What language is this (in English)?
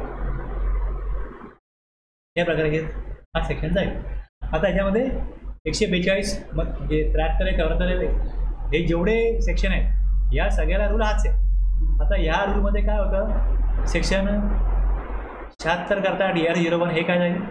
Marathi